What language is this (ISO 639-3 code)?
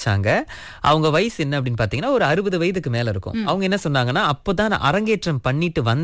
tam